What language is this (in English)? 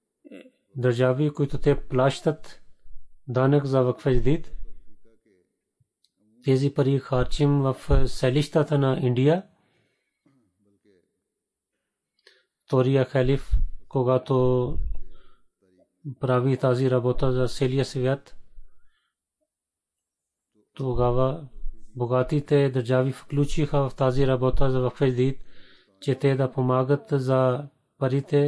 Bulgarian